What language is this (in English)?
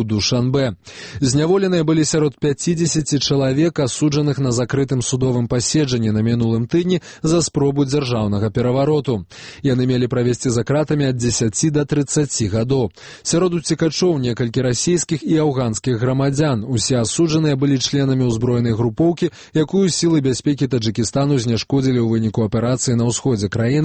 Belarusian